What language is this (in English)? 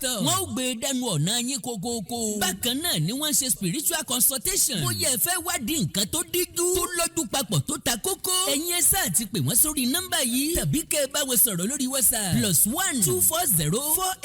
Yoruba